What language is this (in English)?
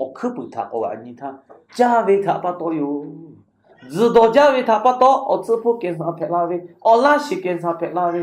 Lahu